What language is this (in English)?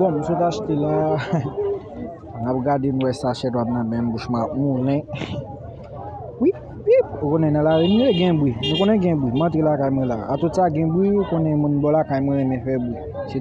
Haitian Creole